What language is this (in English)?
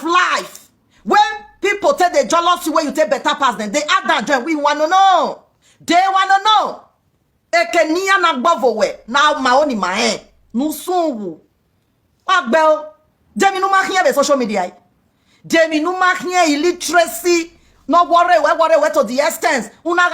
Nigerian Pidgin